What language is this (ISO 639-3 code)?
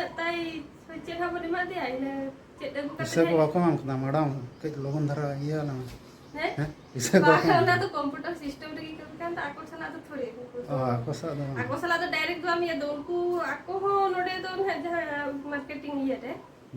sat